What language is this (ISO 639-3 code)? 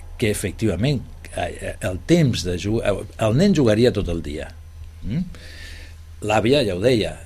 cat